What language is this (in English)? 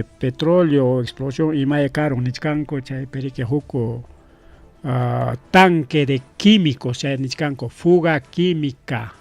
Ayacucho Quechua